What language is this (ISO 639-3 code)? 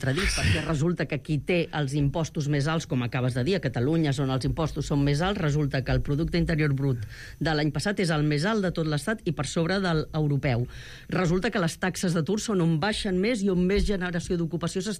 cat